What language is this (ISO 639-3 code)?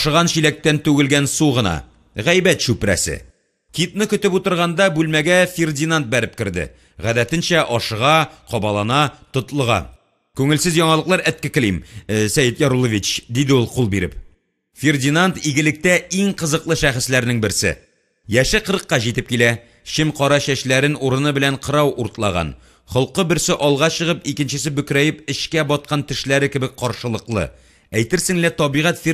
tat